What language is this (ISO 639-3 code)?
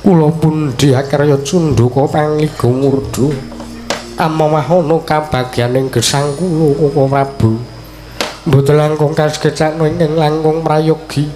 jav